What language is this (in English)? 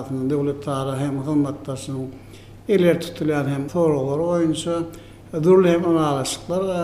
Turkmen